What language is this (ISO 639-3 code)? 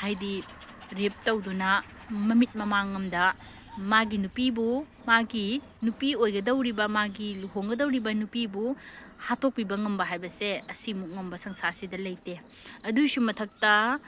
mni